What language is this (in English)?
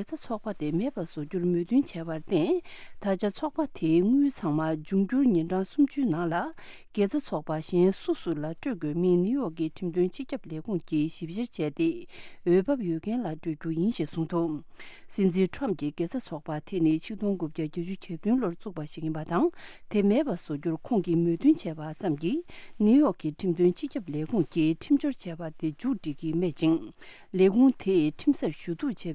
Tibetan